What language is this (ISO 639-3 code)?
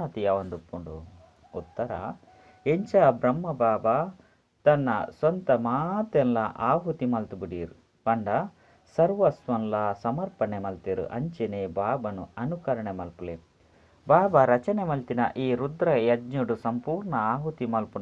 tcy